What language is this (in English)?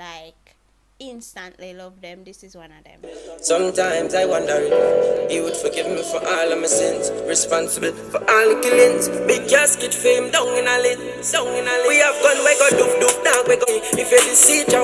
Jamaican Creole English